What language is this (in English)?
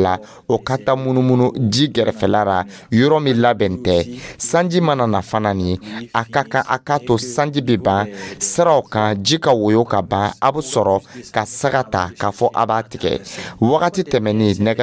Dyula